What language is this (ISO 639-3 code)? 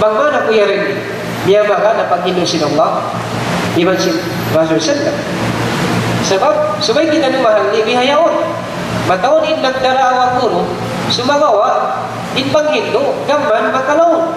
tsg